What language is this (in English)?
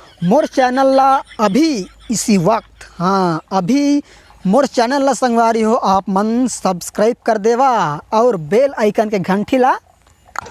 Chhattisgarhi